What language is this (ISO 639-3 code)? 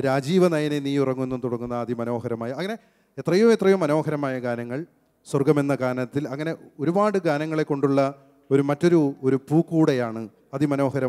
mal